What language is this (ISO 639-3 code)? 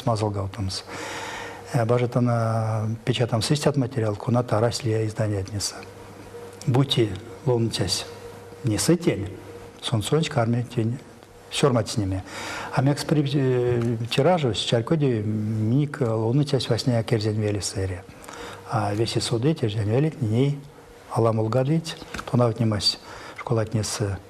myv